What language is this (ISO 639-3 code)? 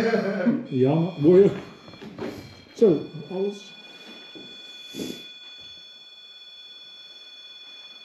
nld